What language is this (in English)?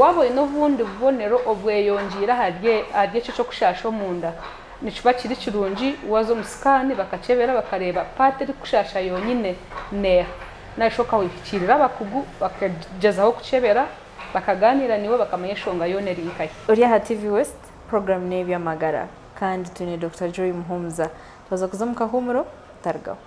Nyankole